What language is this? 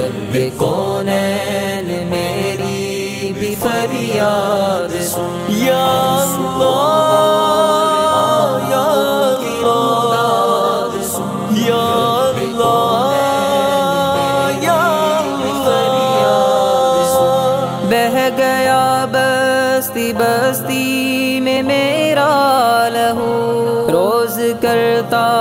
Urdu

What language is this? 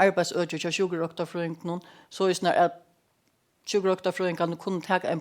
Faroese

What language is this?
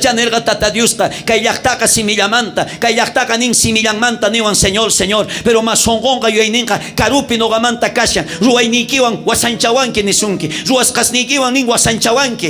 South Bolivian Quechua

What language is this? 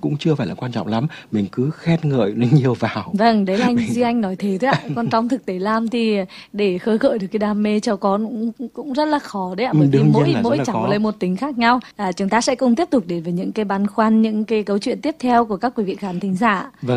Vietnamese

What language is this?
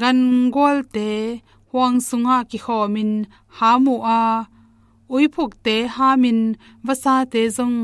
Tedim Chin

